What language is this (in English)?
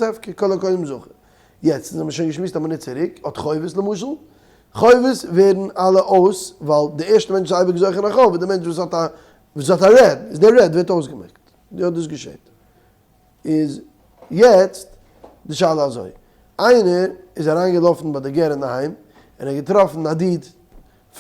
Yiddish